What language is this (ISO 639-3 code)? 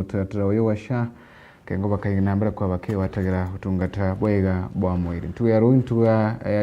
mer